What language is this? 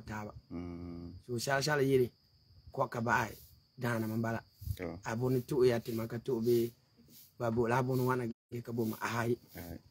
Frafra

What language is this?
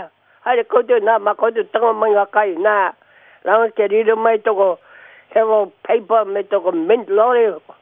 Māori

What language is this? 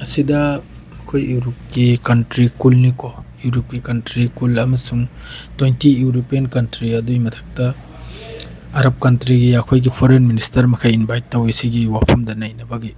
Manipuri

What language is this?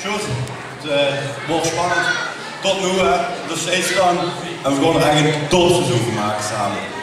Limburgish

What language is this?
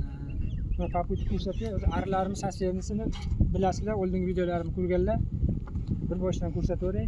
Uzbek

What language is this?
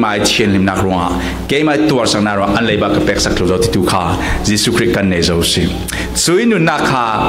Falam Chin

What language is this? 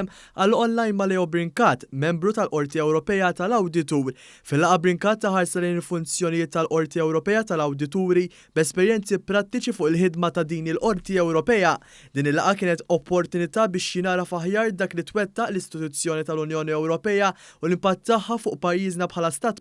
Maltese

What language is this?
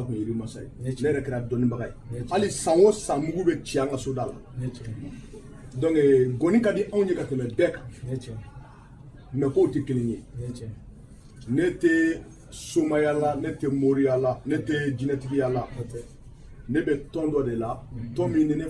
Bambara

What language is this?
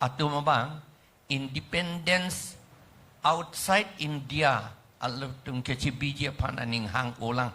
Karbi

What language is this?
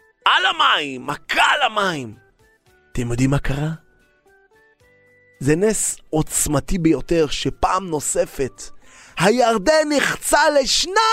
Hebrew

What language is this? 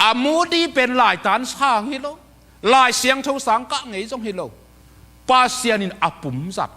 Tedim Chin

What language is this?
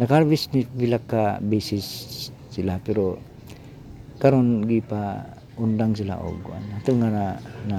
Cebuano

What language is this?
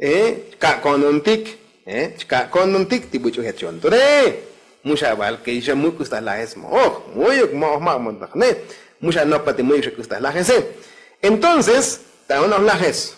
Tzotzil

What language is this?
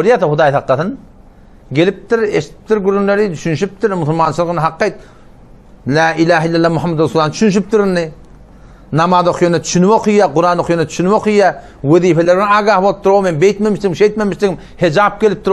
Turkmen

